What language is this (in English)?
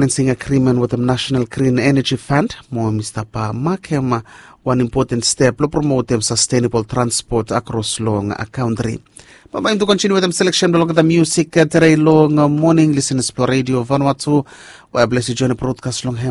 Bislama